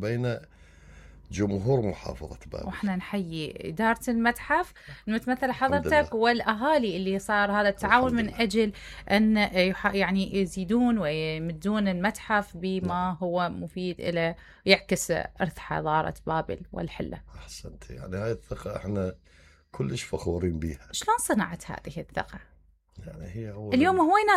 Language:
Mesopotamian Arabic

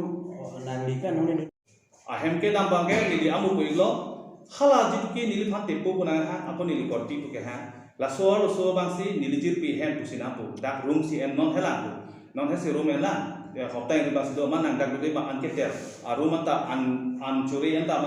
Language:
Karbi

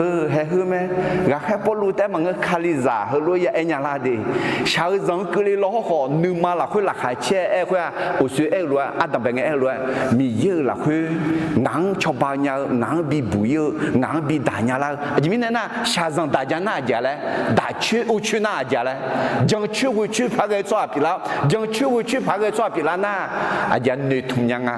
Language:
Akha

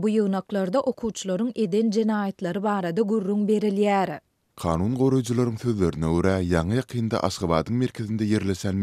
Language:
Turkmen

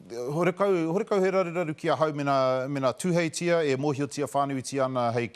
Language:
Māori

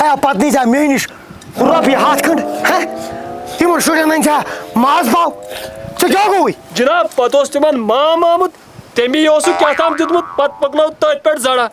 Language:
Kashmiri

